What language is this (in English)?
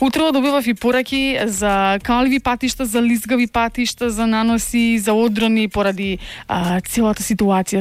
Macedonian